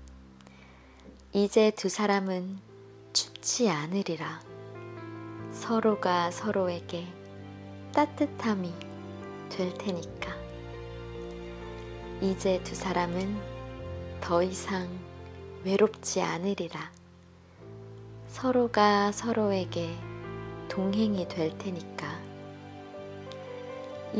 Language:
Korean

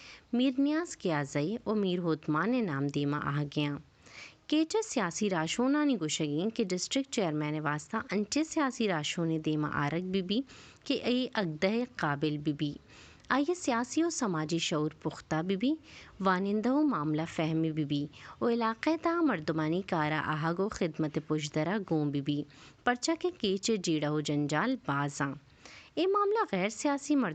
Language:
Baluchi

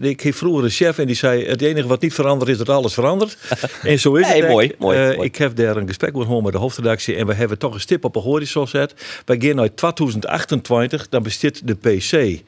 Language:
Western Frisian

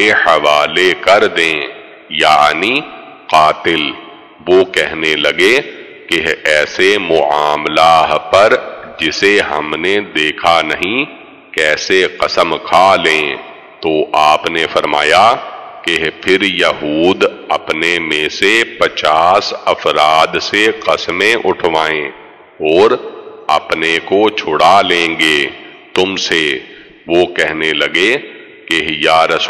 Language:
Urdu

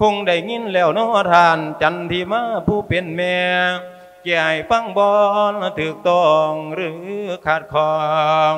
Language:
Lao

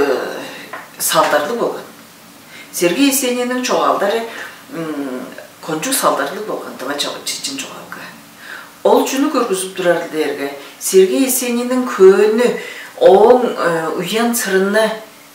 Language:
Tuvinian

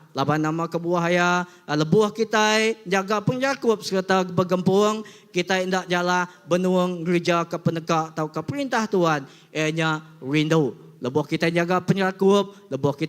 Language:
Iban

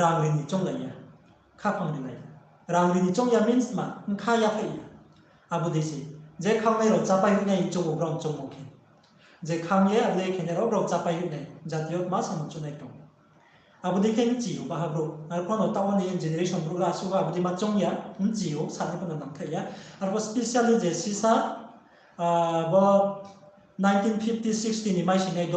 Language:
Riang (India)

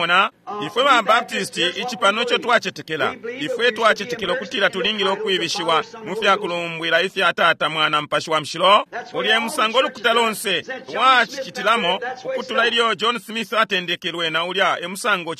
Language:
Bemba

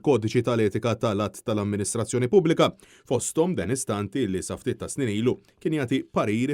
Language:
Maltese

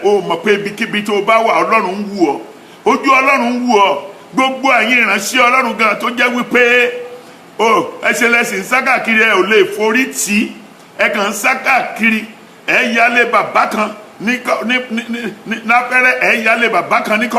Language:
Yoruba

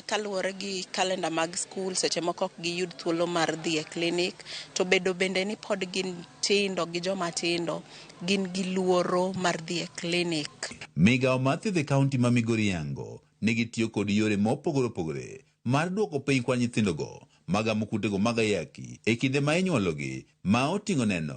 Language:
Luo (Kenya and Tanzania)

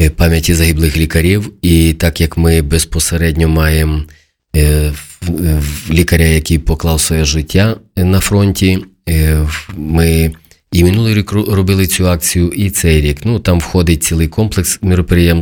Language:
Ukrainian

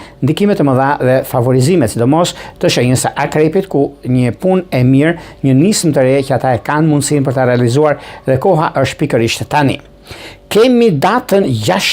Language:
Albanian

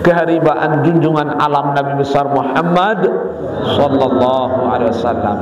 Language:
Sasak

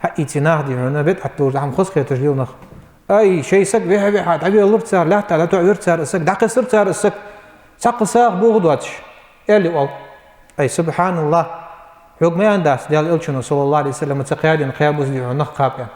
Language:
Ingush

